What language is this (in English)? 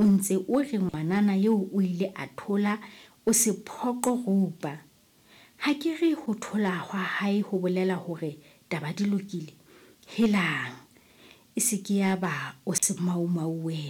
Southern Sotho